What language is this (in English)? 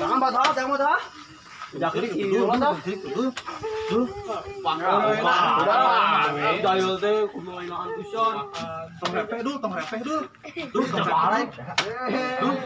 Sundanese